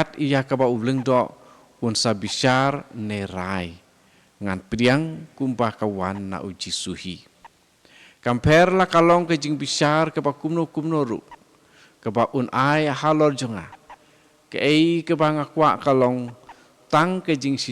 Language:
Khasi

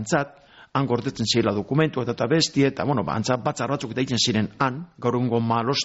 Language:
Basque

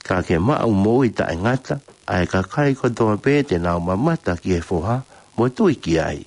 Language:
Tongan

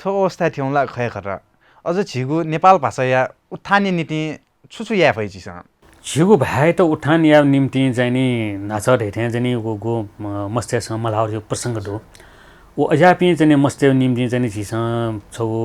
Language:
Newari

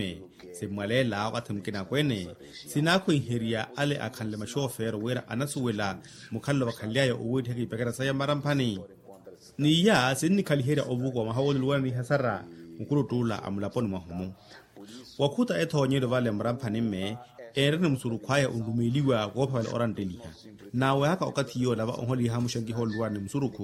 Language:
Makhuwa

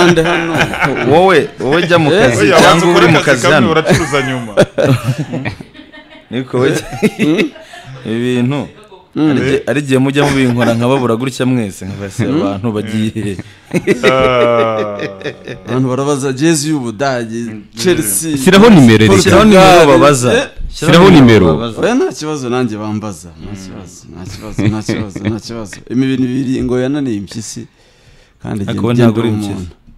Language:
Kinyarwanda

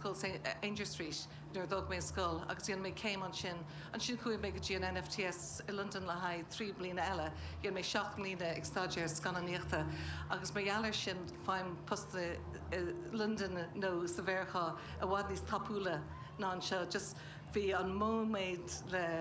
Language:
Irish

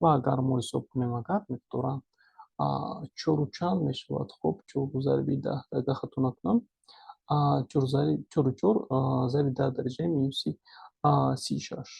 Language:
Tajik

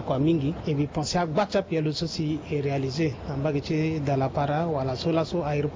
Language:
Sango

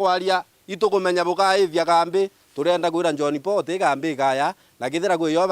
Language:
Meru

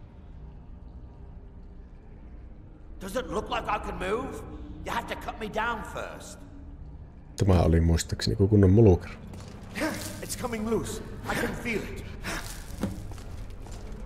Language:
Finnish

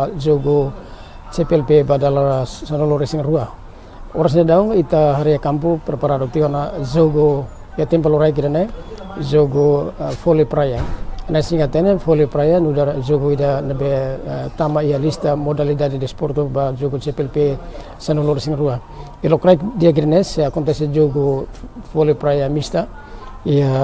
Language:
Tetum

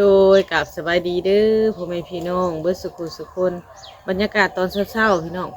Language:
Lao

